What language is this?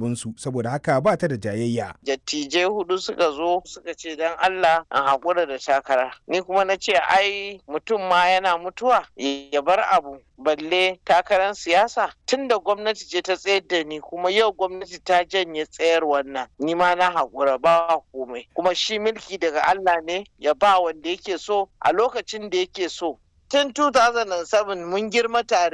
Hausa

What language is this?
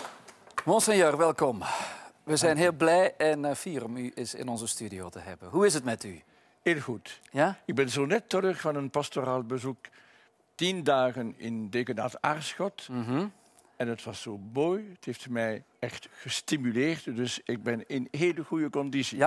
Dutch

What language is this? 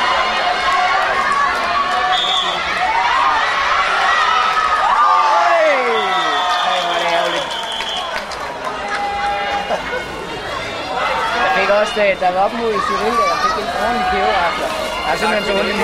Danish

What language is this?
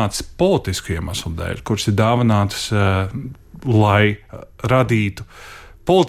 Latvian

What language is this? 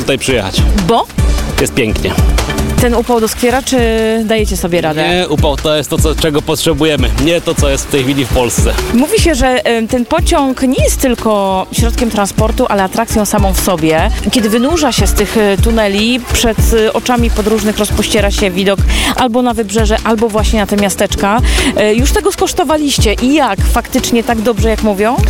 Polish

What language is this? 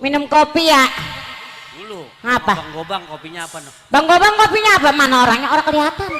Betawi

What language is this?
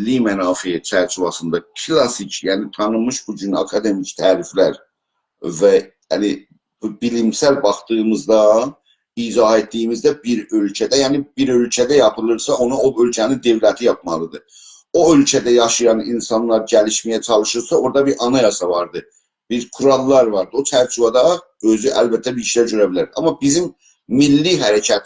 South Azerbaijani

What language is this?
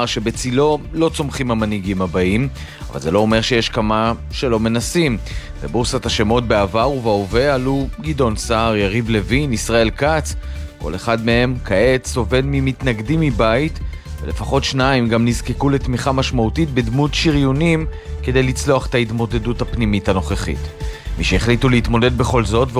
Hebrew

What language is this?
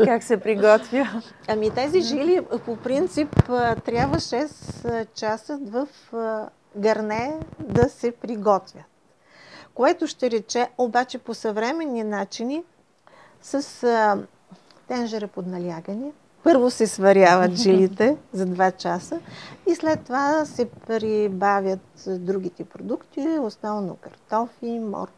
Bulgarian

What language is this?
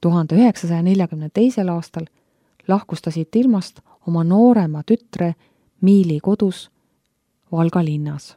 Estonian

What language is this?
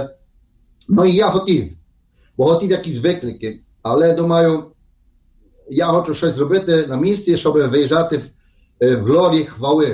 Ukrainian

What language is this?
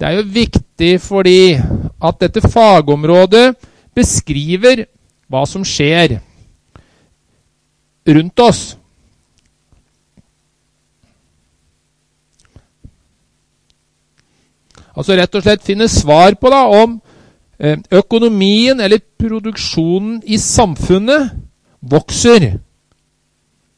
Norwegian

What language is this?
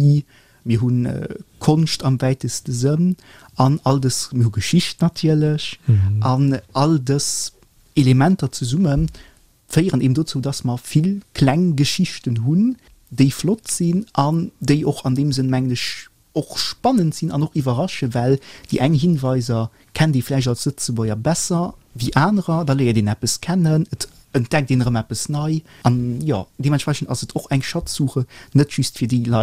Luxembourgish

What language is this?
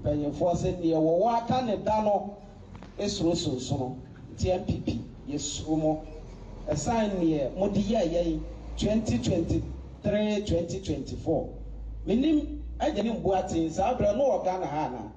Akan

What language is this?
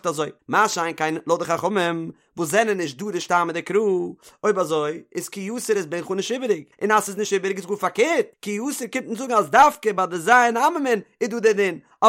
Yiddish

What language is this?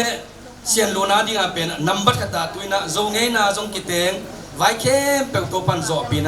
Tedim Chin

